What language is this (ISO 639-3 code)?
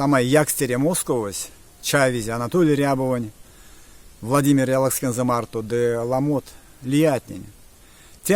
myv